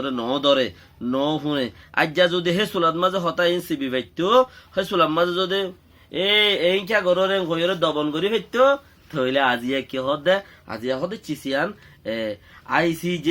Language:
Rohingya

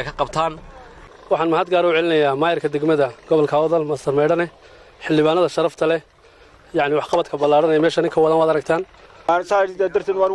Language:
Somali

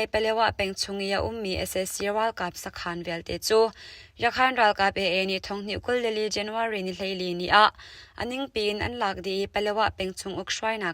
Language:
Hakha Chin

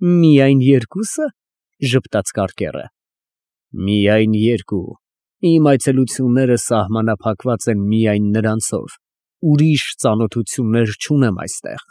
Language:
Armenian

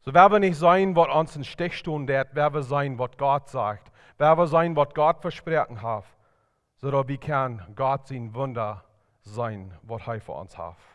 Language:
Plautdietsch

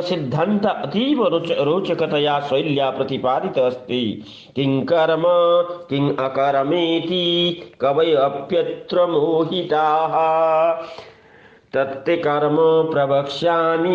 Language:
Sanskrit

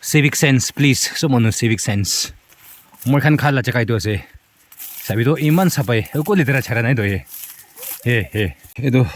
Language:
Naga Pidgin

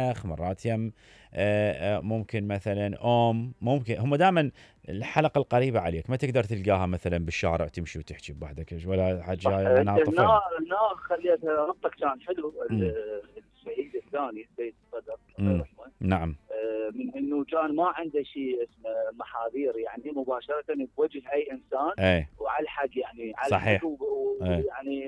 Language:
Mesopotamian Arabic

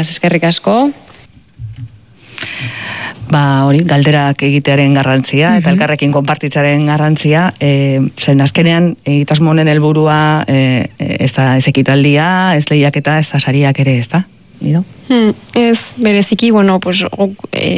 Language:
Basque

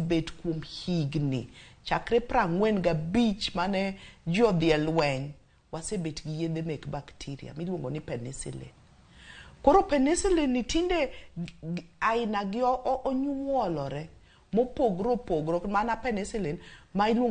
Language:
Luo (Kenya and Tanzania)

